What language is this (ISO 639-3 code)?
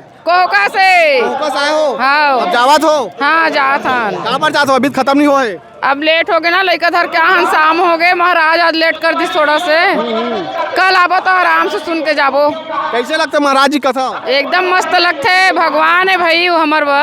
hne